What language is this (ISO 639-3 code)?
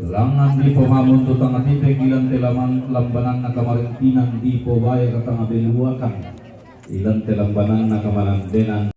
sda